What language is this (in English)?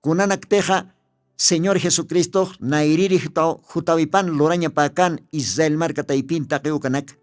Aymara